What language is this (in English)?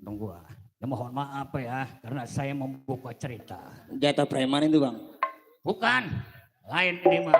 Betawi